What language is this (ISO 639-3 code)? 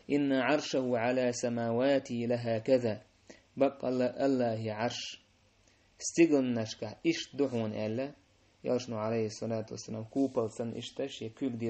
che